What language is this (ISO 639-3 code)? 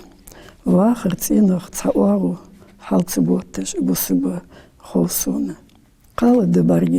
inh